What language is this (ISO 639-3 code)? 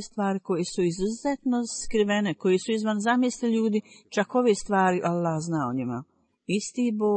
bos